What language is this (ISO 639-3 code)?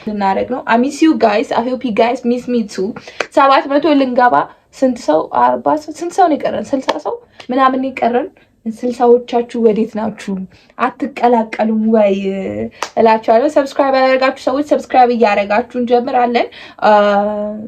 amh